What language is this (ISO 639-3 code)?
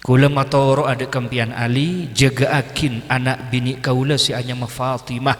mad